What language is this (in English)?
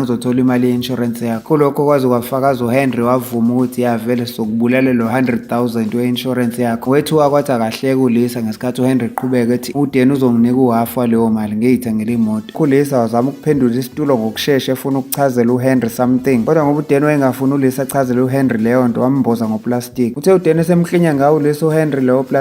Zulu